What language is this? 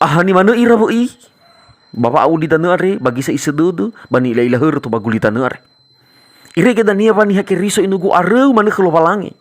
Nias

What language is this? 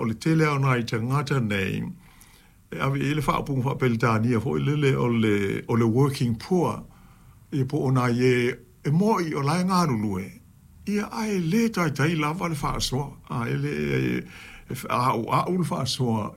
Samoan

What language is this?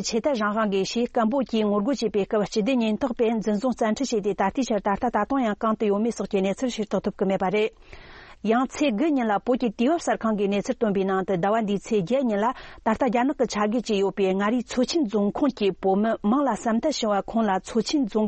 Tibetan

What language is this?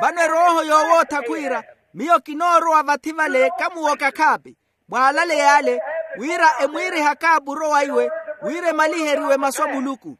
Makhuwa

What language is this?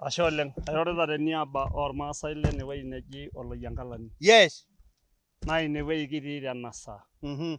Masai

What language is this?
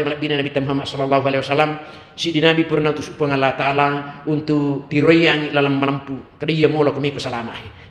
Buginese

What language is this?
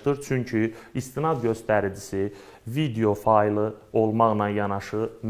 Azerbaijani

